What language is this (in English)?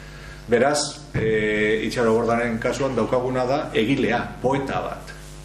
Basque